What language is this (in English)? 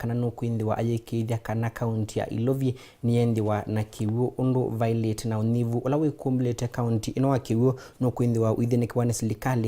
Kamba